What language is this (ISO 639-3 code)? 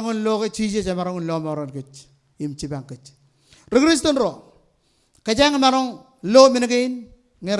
mah